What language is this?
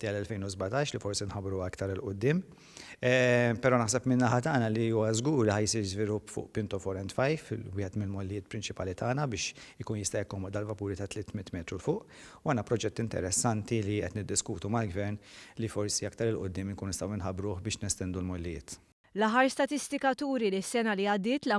Maltese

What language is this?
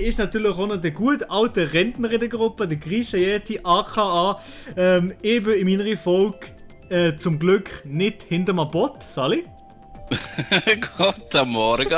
Swiss German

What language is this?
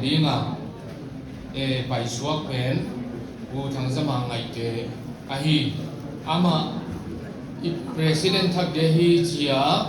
Paite Chin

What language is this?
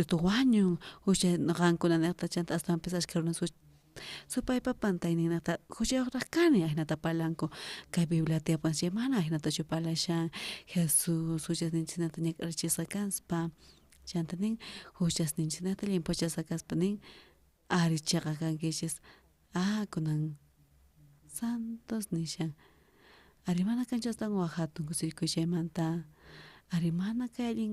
South Bolivian Quechua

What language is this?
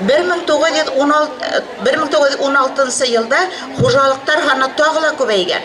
Bashkir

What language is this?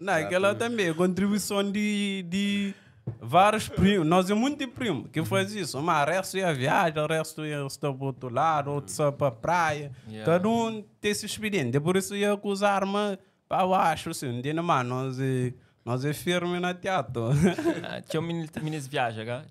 Kabuverdianu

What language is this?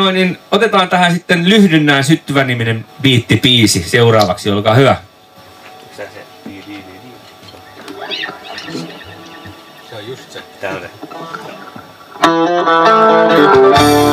Finnish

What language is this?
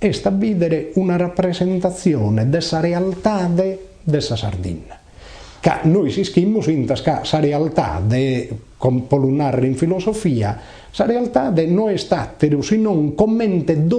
Sardinian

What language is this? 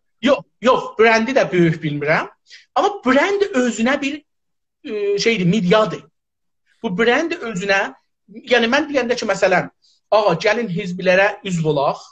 South Azerbaijani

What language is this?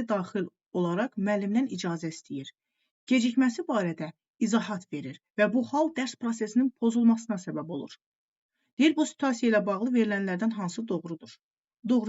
Azerbaijani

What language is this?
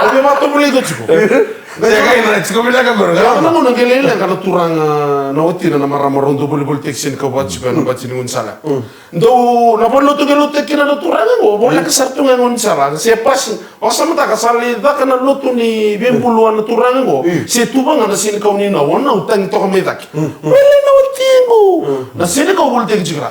Fijian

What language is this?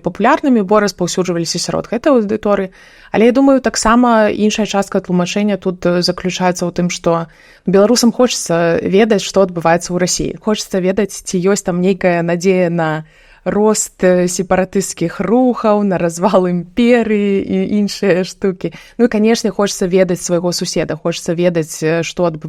Belarusian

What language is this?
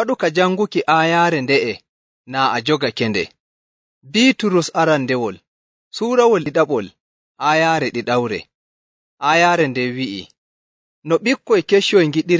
Nigerian Fulfulde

